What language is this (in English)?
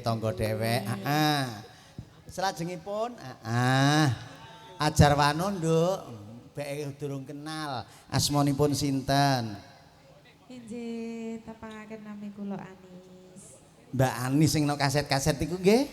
Javanese